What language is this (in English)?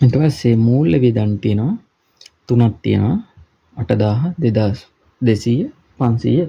Sinhala